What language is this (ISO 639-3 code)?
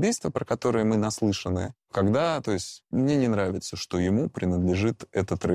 rus